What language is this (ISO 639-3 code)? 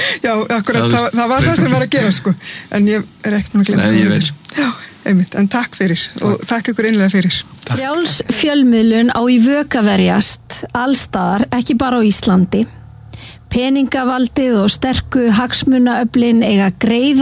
isl